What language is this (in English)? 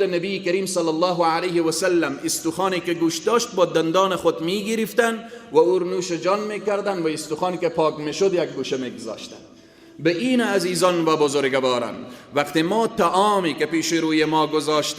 Persian